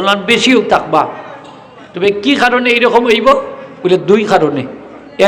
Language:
Sylheti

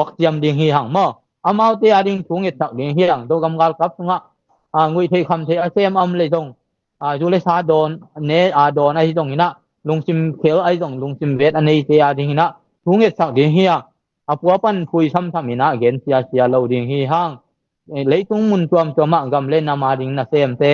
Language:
Tedim Chin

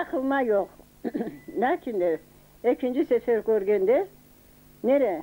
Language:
Crimean Tatar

